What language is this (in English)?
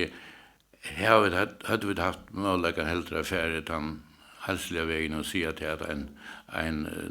Faroese